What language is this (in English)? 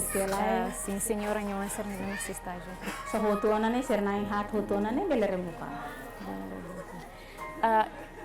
Tetum